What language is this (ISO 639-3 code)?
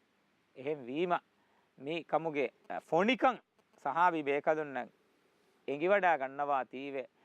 div